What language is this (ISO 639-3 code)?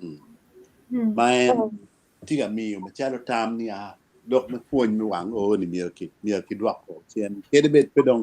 ach